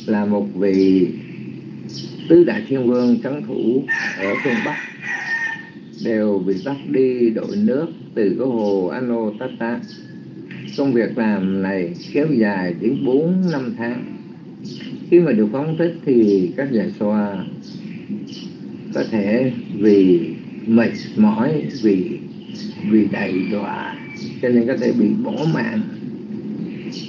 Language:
Vietnamese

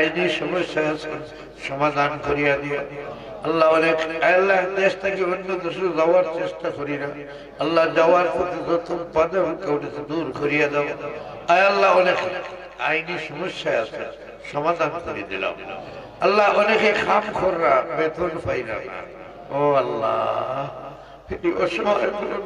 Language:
Sylheti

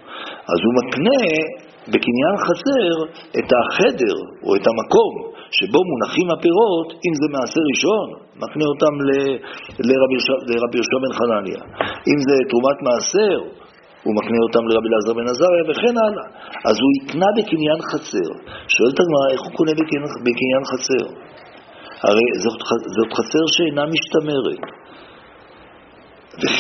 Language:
Hebrew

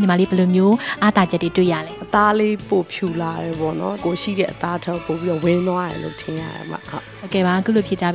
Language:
Burmese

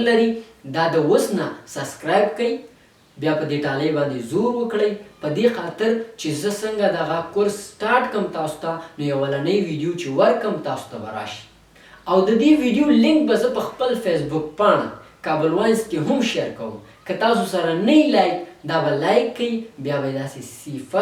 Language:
Pashto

